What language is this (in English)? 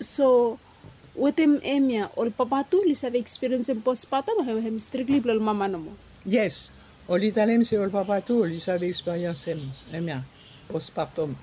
Bislama